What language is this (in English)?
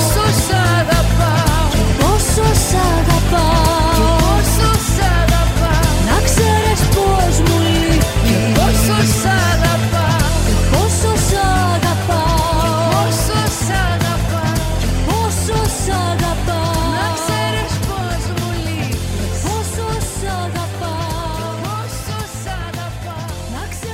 Greek